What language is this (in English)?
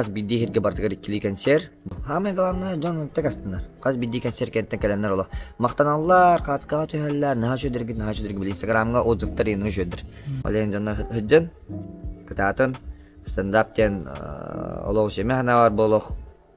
Yakut